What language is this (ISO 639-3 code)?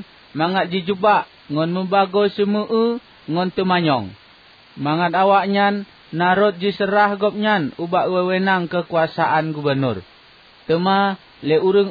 ace